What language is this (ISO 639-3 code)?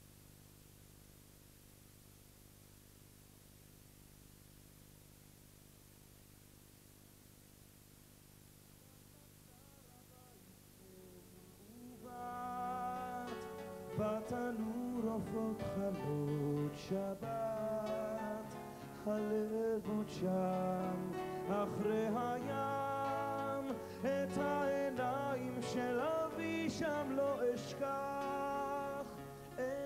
heb